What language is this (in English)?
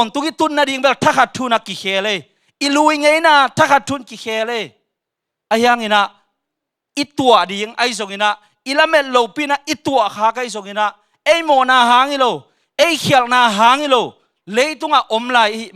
Tedim Chin